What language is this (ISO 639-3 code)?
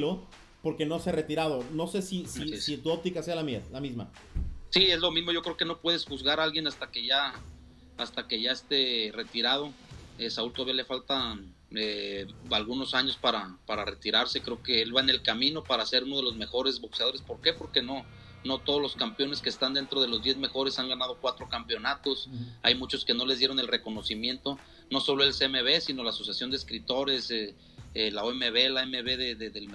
spa